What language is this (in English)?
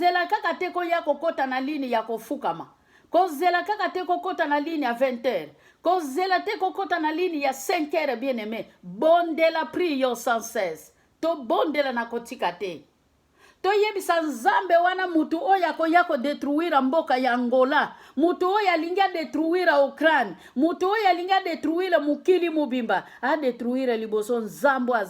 Lingala